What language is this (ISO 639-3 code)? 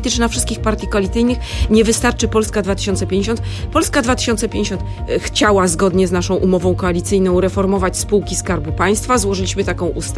pol